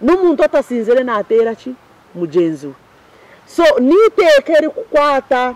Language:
Nyankole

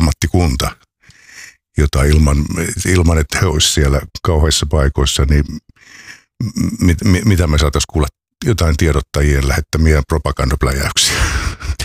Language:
Finnish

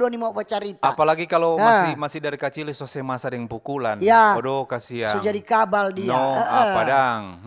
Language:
Manado Malay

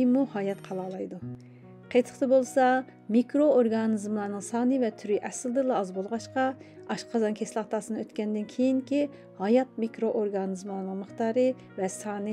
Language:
Uyghur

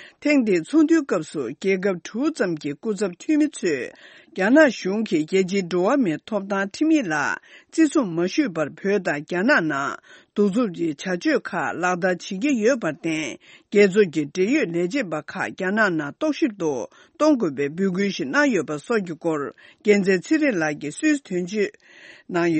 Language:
Tibetan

